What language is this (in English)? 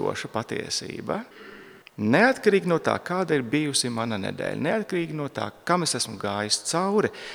Latvian